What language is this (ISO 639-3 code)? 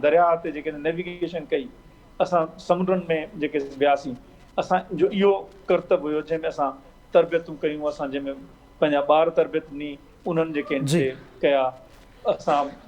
snd